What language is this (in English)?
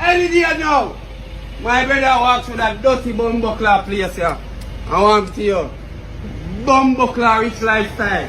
Jamaican Creole English